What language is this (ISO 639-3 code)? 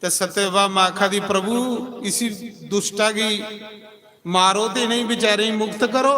doi